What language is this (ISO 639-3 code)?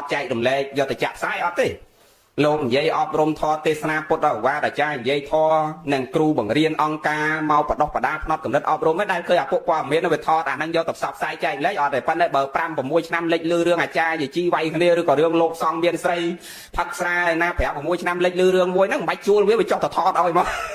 khm